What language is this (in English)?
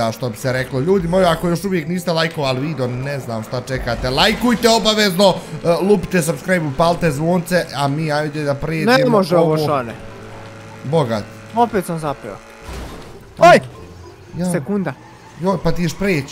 Bosnian